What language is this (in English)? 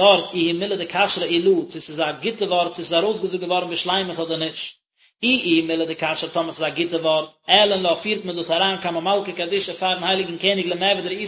Yiddish